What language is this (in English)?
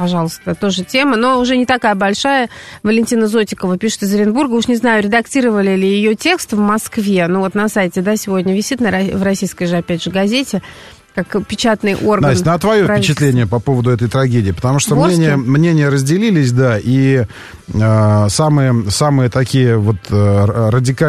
Russian